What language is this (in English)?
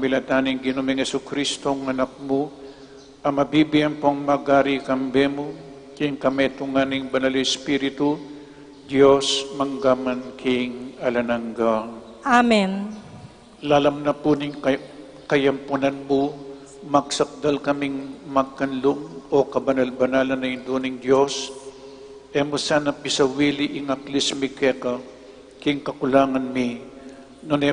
Pampanga